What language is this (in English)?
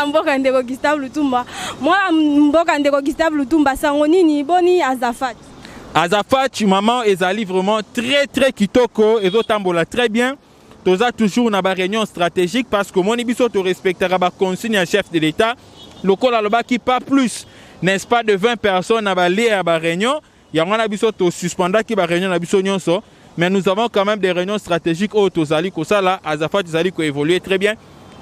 Lingala